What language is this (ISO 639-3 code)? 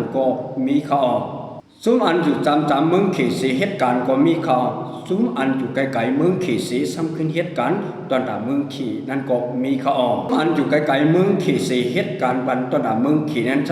shn